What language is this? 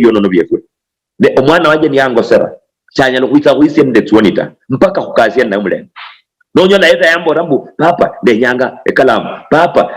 Luyia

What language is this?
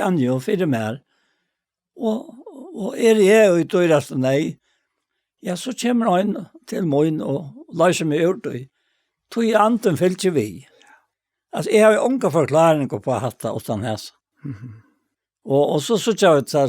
Faroese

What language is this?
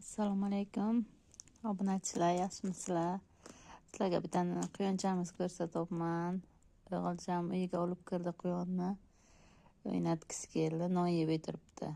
Uzbek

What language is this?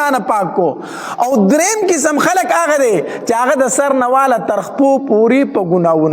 Pashto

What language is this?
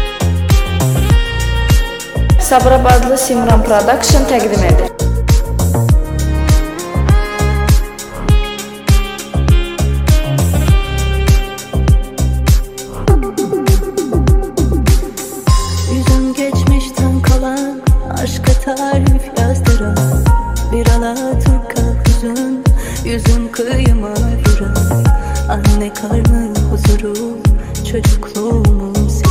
Turkish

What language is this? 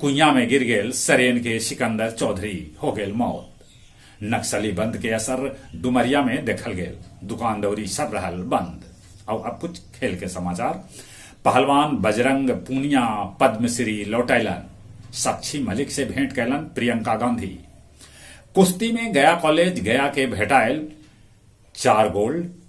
Magahi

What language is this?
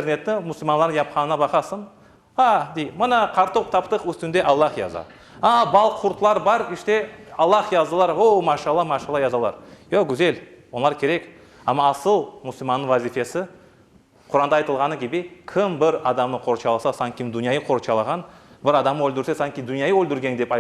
Crimean Tatar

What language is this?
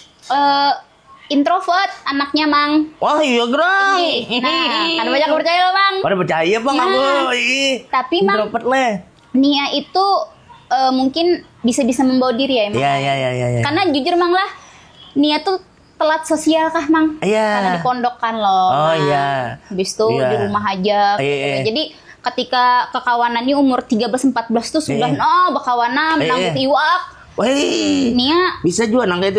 Banjar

